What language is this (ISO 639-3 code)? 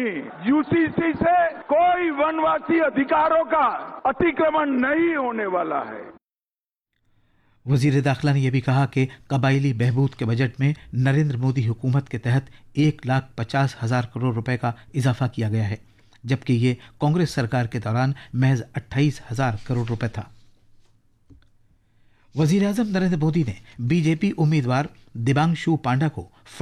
urd